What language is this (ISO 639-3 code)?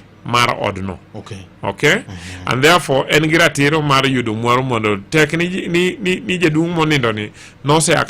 luo